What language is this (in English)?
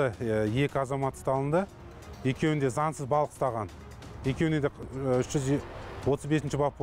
Kazakh